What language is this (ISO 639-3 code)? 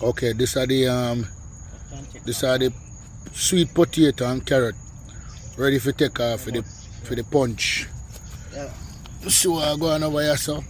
jam